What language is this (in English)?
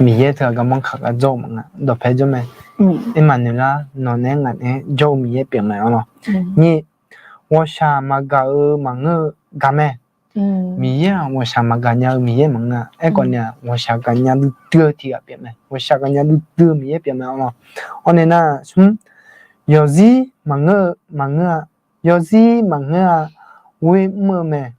Akha